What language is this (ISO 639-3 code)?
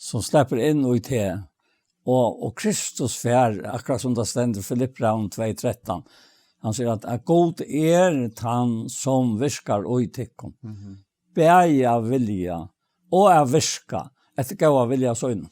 fao